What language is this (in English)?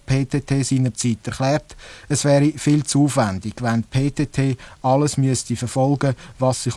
Swiss German